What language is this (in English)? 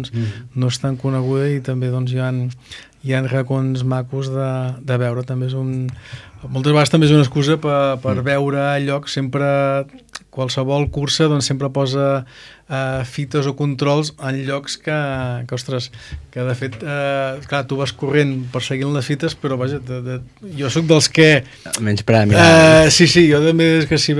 Catalan